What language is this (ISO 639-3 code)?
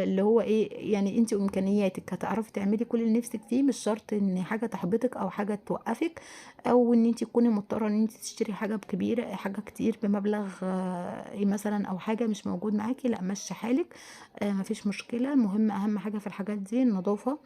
arz